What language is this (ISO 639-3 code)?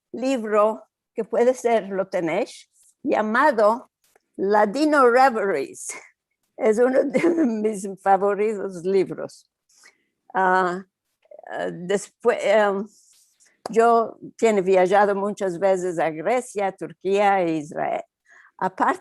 lad